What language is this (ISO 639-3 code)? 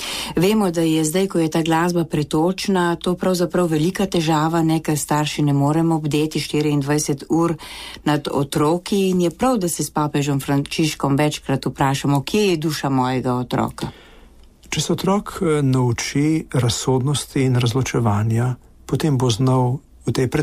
slv